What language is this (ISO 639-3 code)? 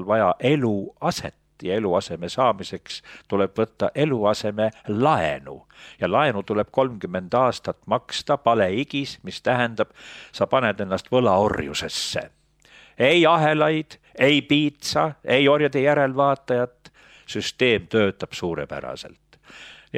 est